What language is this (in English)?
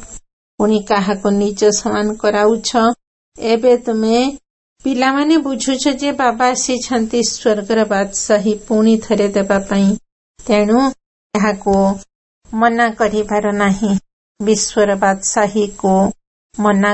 Odia